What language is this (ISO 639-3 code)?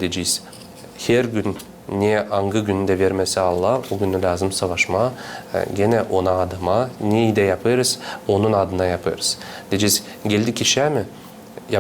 gag